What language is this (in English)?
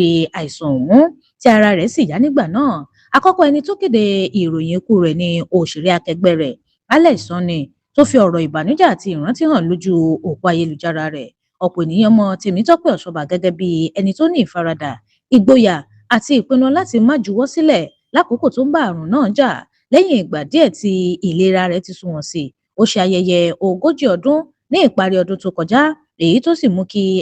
Yoruba